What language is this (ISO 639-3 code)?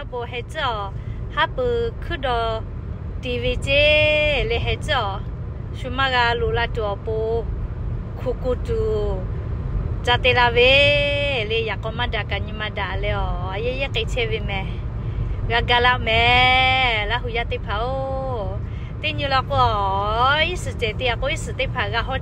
lhu